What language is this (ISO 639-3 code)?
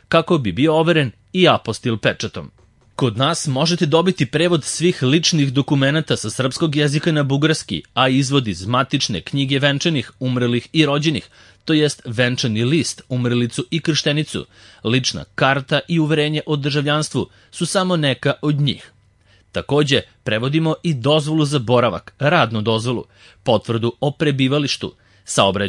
srp